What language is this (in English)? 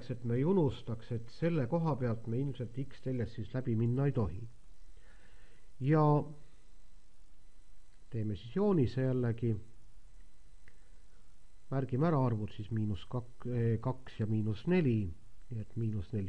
Estonian